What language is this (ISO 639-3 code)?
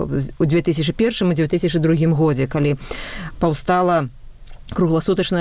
bel